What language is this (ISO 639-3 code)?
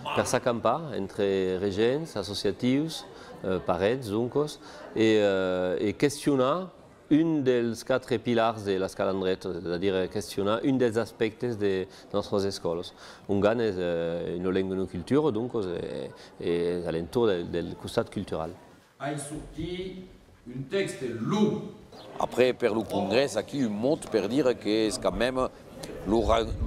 oci